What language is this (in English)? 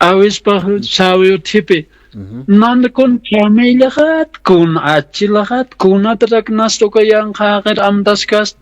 Aymara